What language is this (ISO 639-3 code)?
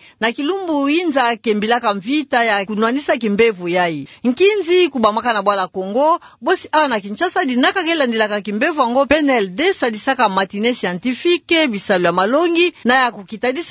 ktu